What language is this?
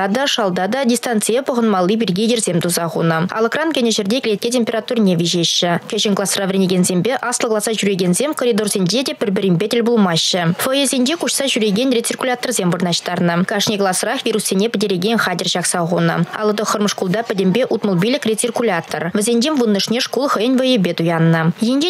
Chuvash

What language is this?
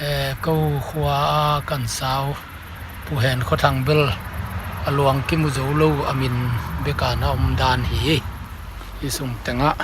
Tedim Chin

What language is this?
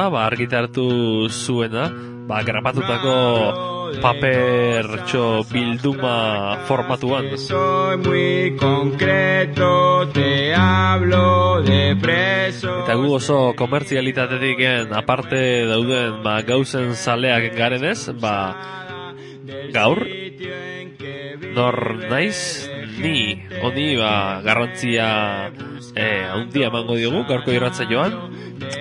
Basque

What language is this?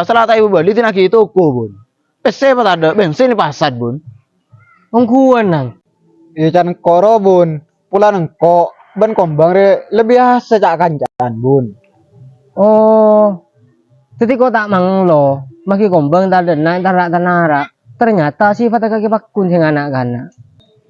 Madurese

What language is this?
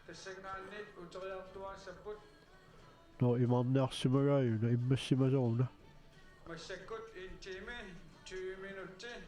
Kalaallisut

